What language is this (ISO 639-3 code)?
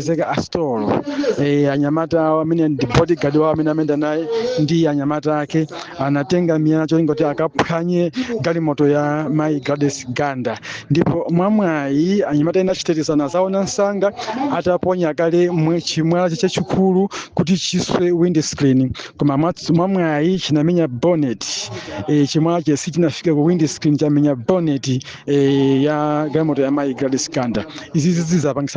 nya